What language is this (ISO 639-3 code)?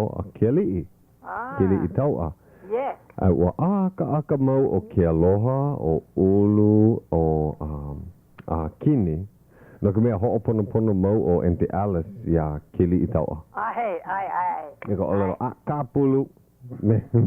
haw